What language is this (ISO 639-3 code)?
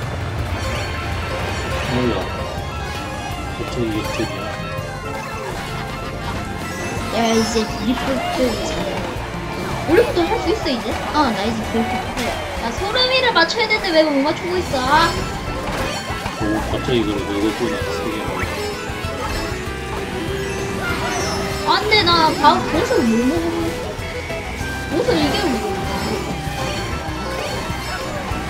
kor